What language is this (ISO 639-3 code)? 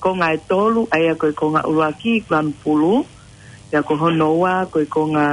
ton